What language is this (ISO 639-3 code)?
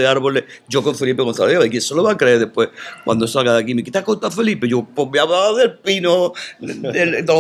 spa